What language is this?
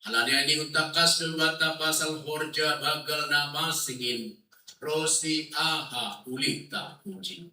Batak Simalungun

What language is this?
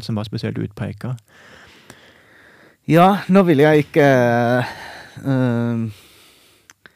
Norwegian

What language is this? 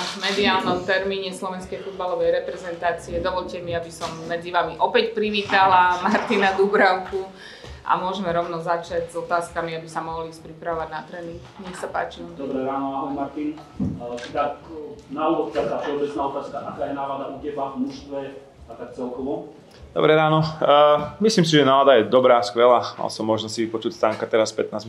Slovak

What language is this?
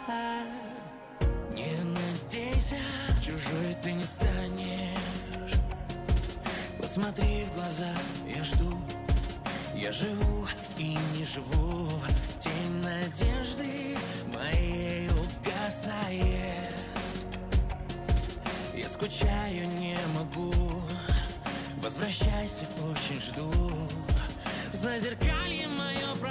Russian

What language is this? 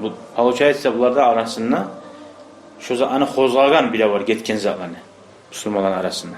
Kumyk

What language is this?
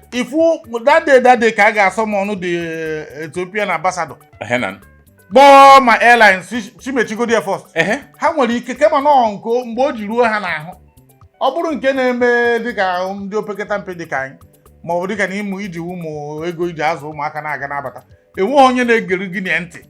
Igbo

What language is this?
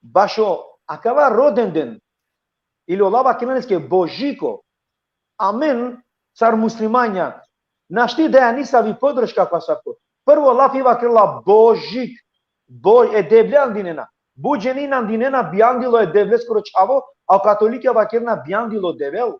Balkan Romani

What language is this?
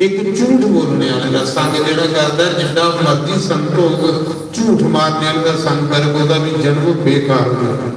Dogri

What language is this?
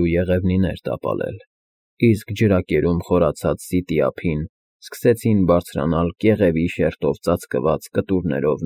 Armenian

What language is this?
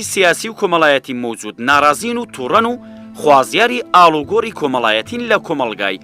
Central Kurdish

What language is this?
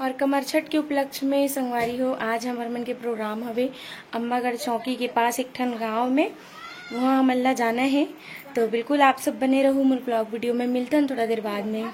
Chhattisgarhi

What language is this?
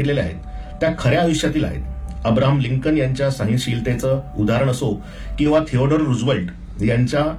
Marathi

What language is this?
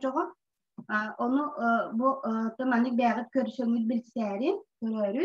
Yakut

